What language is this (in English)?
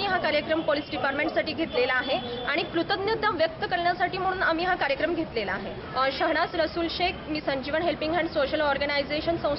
Marathi